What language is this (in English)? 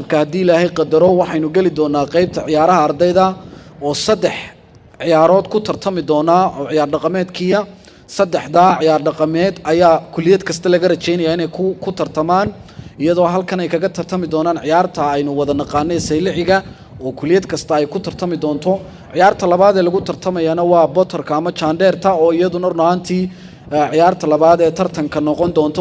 Somali